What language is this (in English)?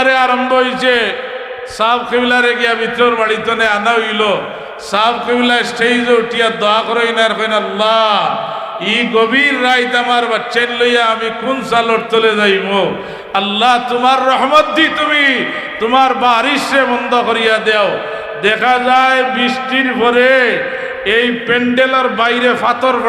Sylheti